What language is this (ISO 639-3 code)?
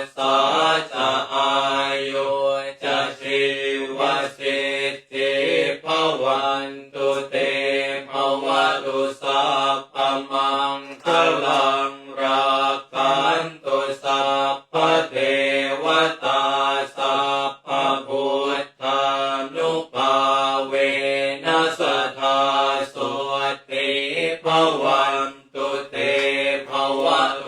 pli